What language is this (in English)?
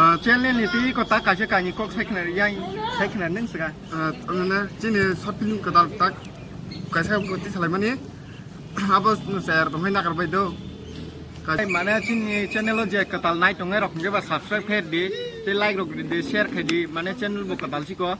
Kok Borok